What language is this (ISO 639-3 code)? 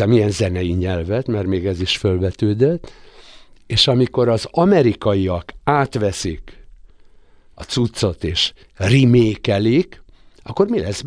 hun